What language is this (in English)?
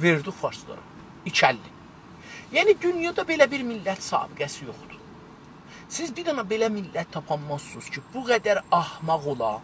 South Azerbaijani